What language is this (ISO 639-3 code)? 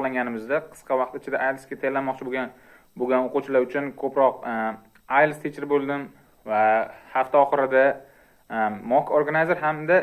uzb